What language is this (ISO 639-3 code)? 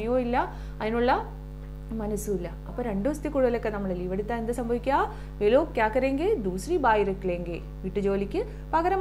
mal